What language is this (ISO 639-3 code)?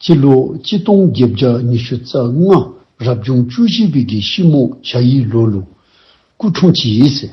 dzo